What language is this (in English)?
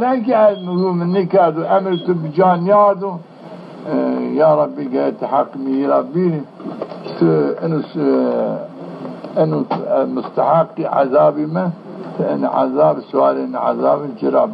Zaza